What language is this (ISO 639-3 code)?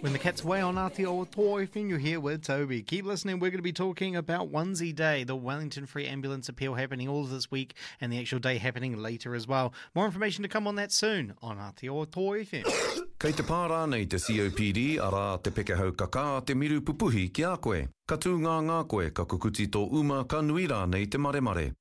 mri